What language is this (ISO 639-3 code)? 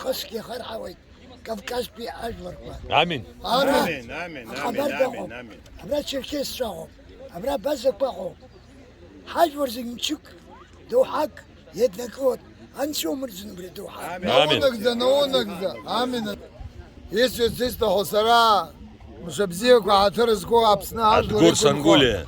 abk